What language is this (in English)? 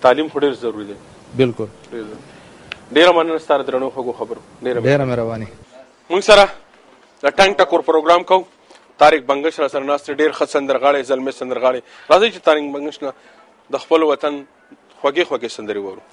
Pashto